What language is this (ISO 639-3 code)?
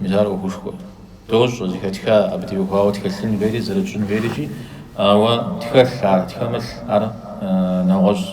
kbd